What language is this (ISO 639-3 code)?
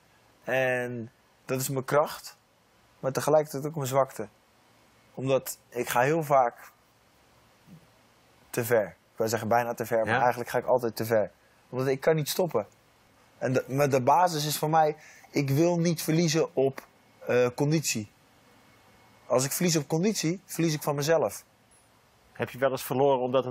nld